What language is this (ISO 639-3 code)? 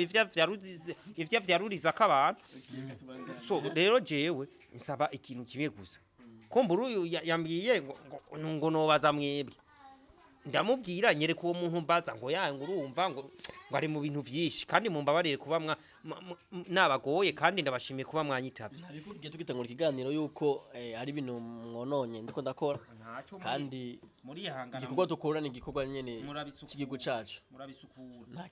run